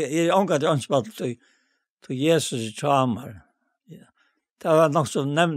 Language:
Faroese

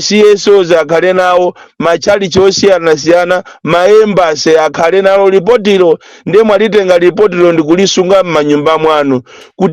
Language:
Nyanja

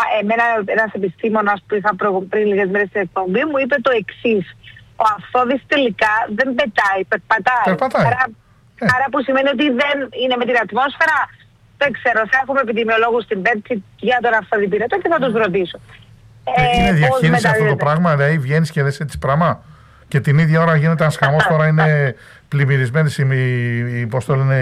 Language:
Greek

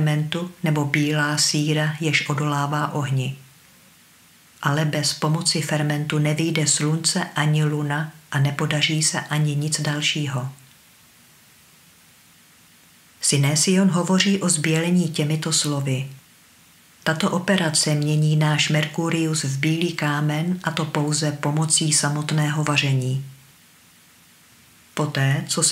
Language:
Czech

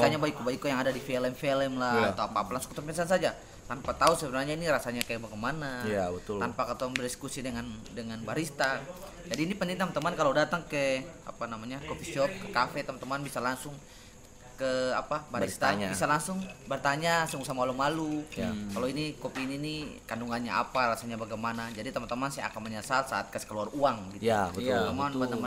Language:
Ambonese Malay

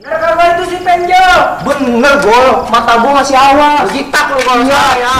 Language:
Betawi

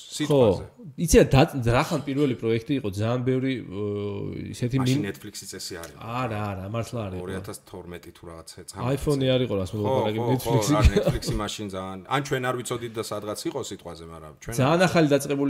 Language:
Georgian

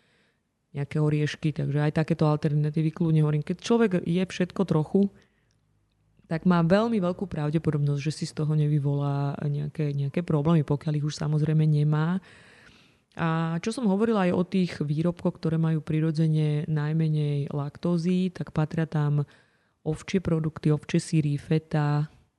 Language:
Slovak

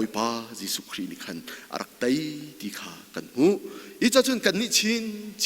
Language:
Hakha Chin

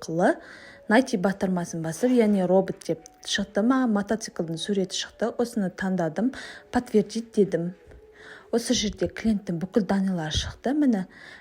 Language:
Kazakh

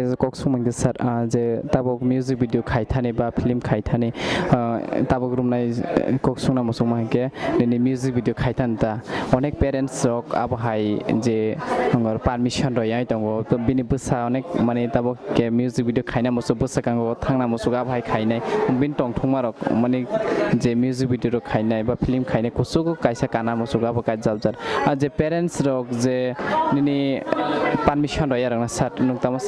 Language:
Kok Borok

